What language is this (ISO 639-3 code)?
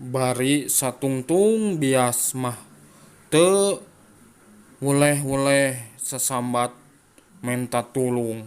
sun